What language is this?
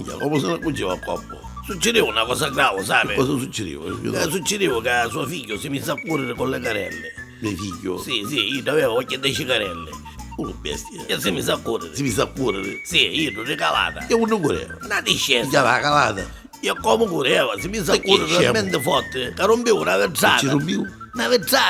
Neapolitan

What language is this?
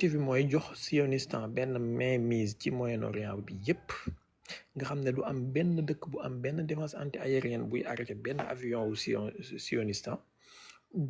Wolof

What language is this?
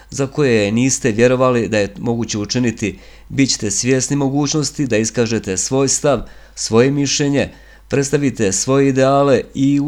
Bosnian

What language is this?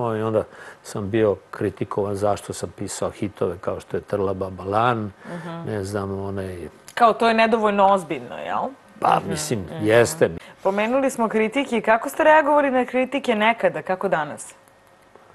Serbian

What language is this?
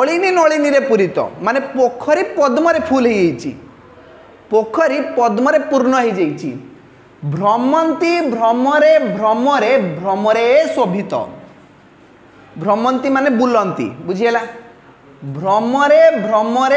Odia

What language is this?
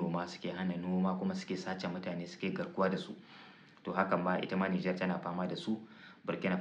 Hausa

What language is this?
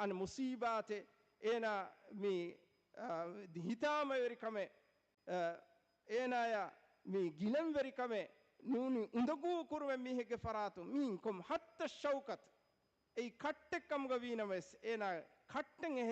Divehi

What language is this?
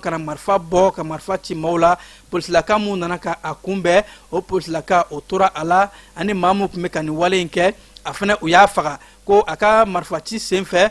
Bambara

